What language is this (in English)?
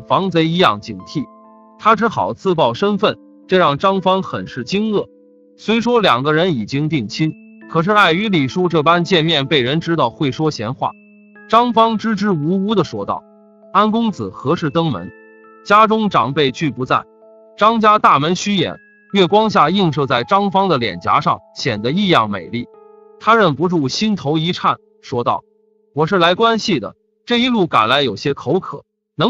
Chinese